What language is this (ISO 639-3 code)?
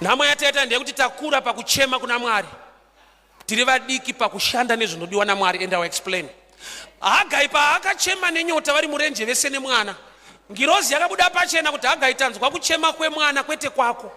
sna